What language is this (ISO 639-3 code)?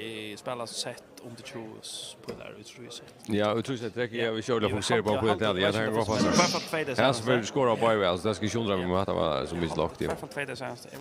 fao